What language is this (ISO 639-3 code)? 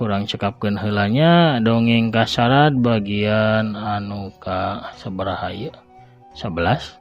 sun